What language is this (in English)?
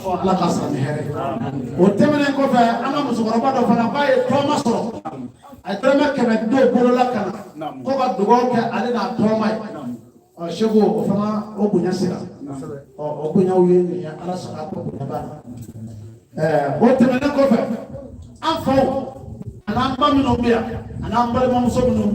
Bambara